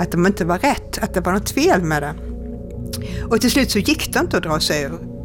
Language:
Swedish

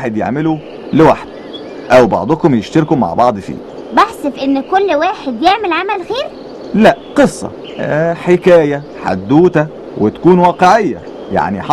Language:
Egyptian Arabic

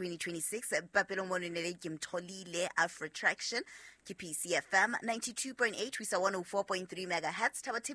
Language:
Southern Sotho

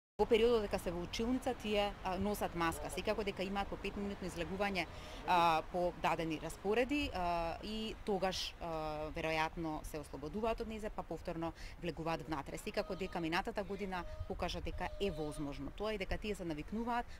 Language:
Macedonian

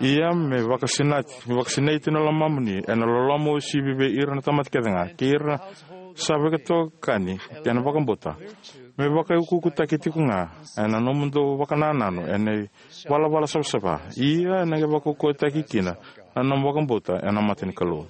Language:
Fijian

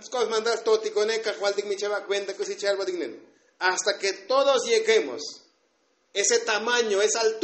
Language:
Tzotzil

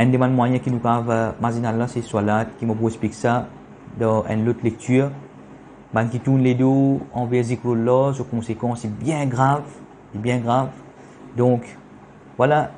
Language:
Morisyen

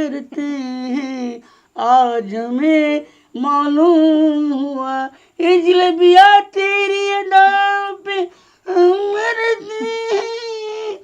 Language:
Bhojpuri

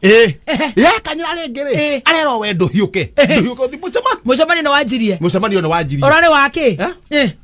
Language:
Kikuyu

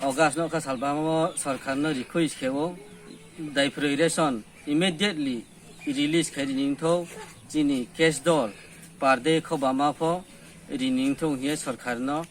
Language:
Riang (India)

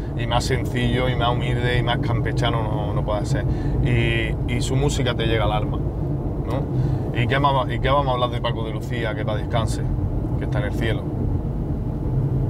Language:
Spanish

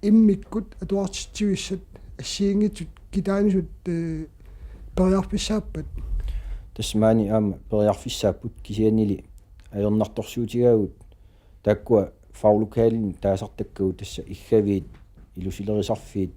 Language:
Kalaallisut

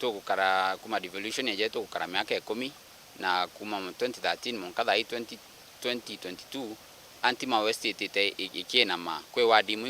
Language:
Meru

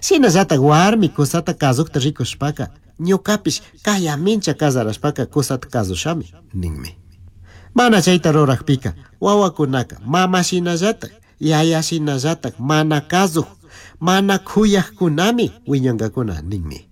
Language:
Chimborazo Highland Quichua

